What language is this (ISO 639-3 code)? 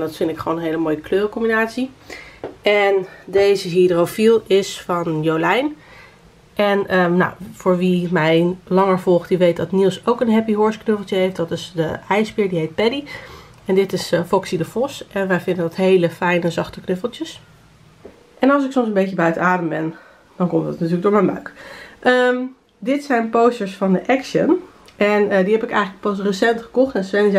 nld